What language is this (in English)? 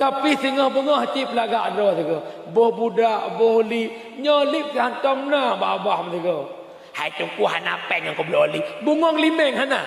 Achinese